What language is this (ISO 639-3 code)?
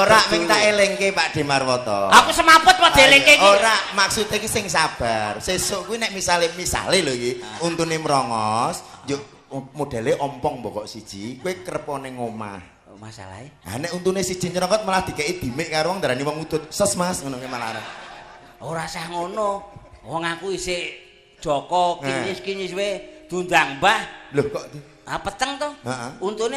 jav